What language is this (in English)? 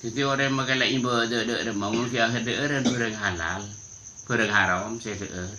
Madurese